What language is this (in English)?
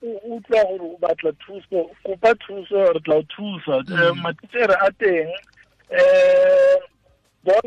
Tswana